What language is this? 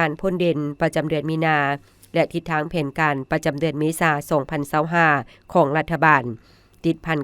Lao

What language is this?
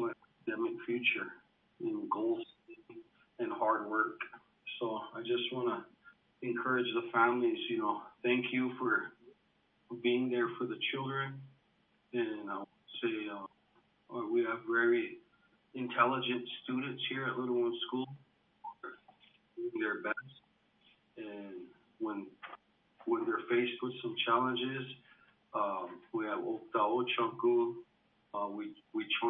English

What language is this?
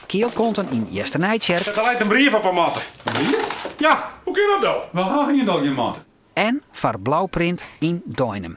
Western Frisian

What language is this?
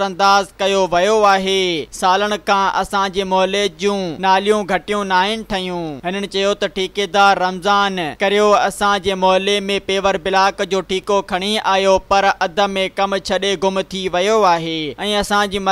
Sindhi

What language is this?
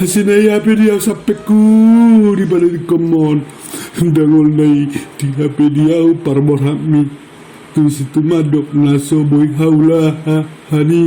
Batak Toba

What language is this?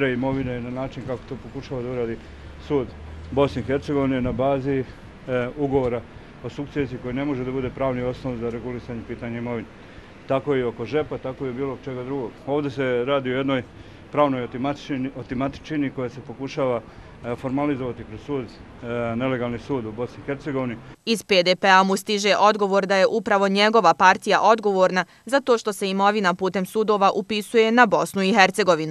Bosnian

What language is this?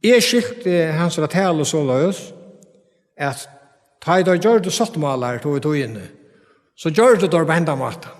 Faroese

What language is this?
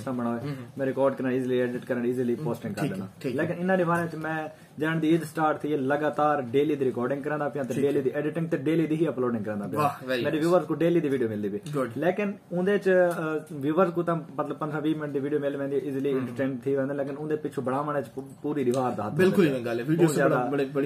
Saraiki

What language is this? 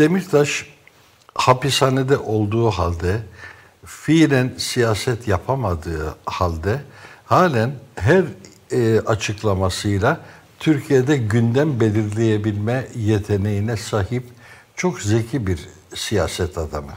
Turkish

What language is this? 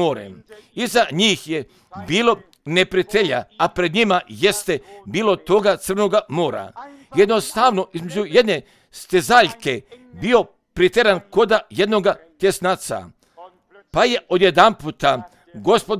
Croatian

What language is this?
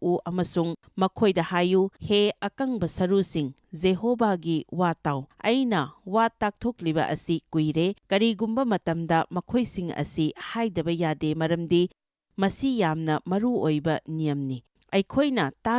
Manipuri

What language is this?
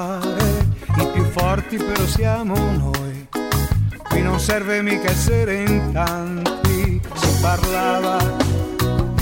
Italian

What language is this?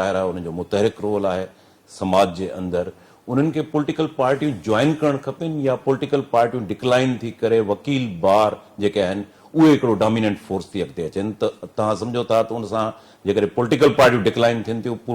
Sindhi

